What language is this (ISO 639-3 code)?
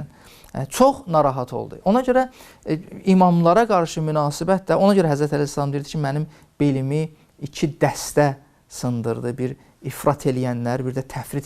aze